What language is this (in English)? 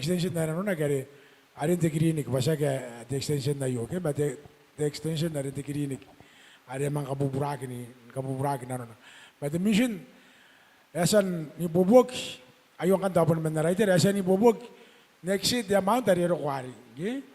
Gilbertese